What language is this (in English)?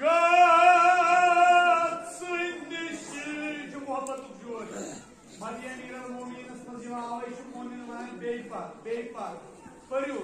Kashmiri